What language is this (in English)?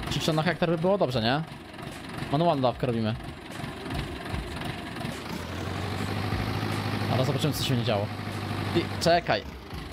Polish